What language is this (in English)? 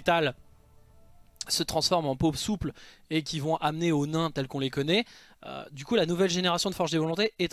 French